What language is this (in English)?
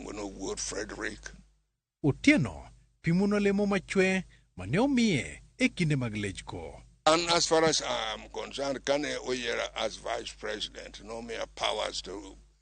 Luo (Kenya and Tanzania)